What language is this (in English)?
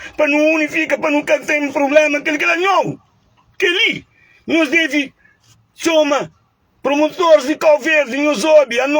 Kabuverdianu